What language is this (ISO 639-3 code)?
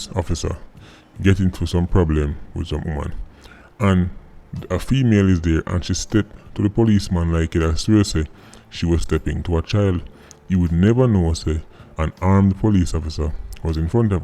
jam